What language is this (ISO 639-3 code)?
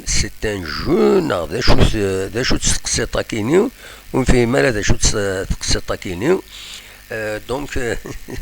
kab